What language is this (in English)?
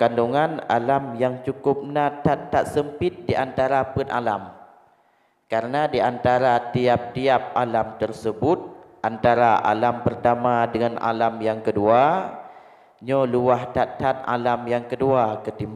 Achinese